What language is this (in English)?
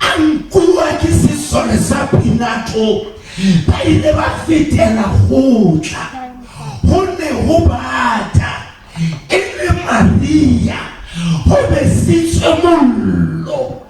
Southern Sotho